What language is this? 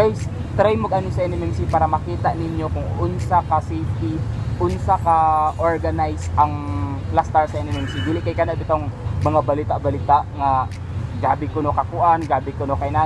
Cebuano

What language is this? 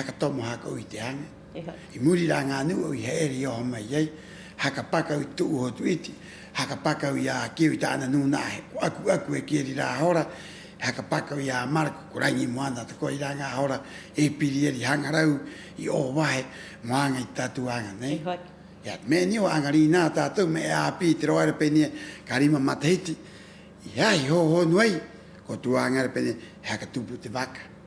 Rapanui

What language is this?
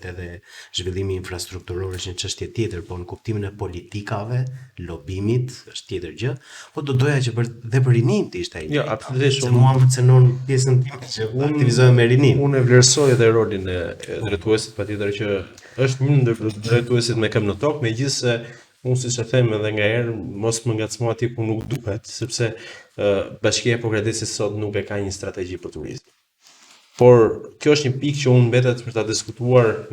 Albanian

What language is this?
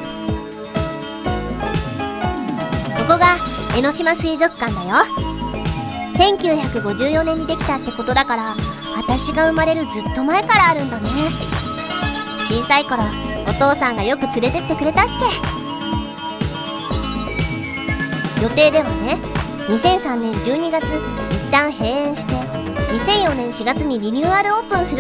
Japanese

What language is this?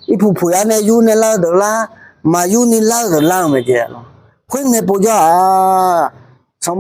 Akha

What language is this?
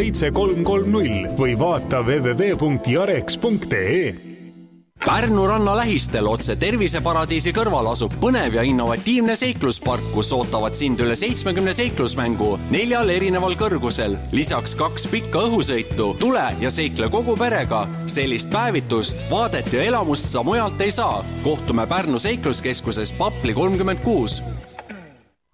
Estonian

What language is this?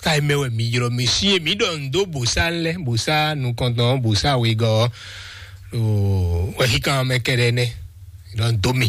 Fon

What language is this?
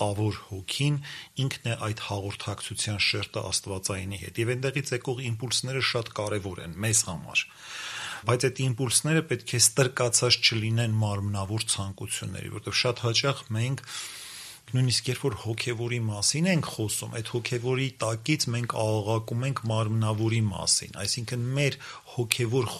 Armenian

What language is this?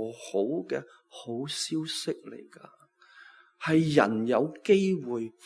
Cantonese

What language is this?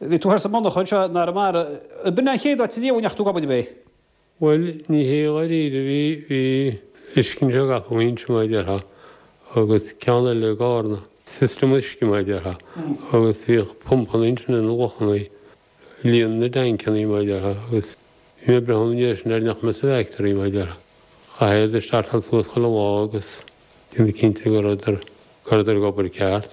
Irish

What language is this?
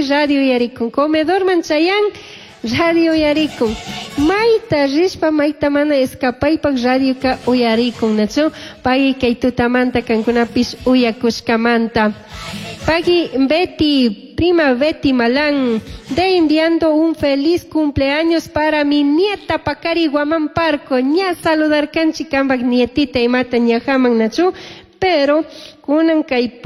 Chimborazo Highland Quichua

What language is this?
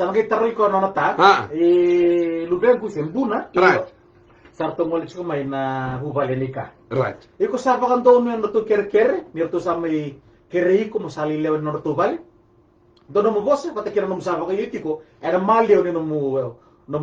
Fijian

